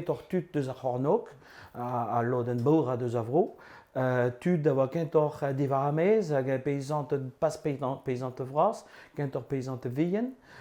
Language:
Breton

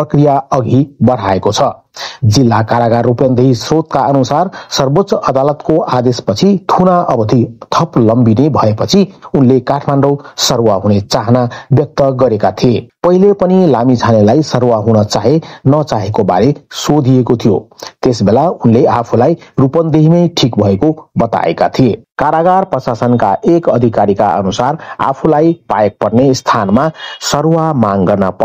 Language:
Nepali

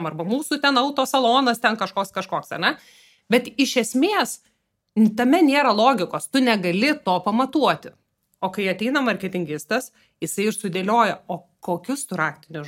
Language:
Lithuanian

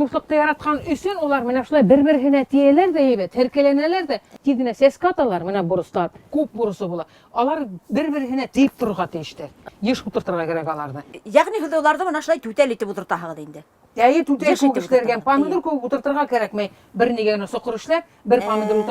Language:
Bashkir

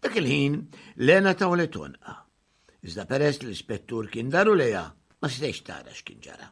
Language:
Maltese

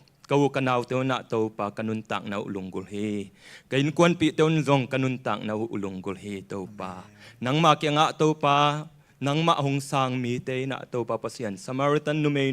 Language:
Tedim Chin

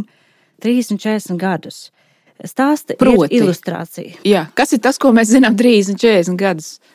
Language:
Latvian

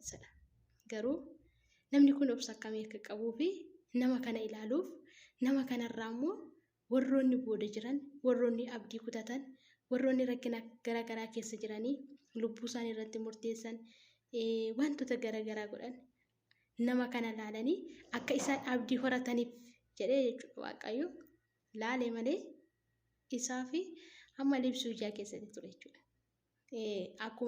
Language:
Oromo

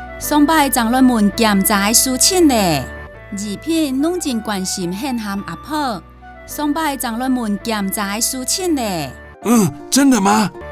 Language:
Hakka Chinese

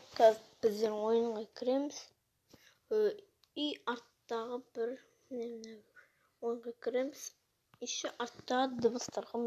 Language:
Kazakh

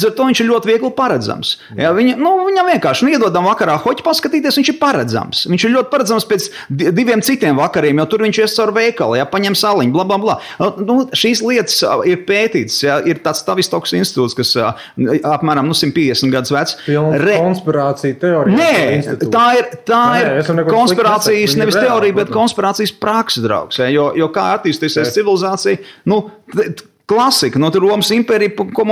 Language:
Latvian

